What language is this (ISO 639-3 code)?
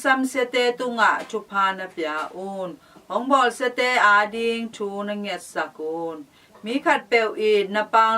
ctd